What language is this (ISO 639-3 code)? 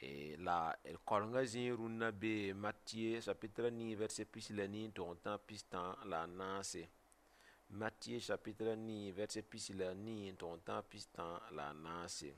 mos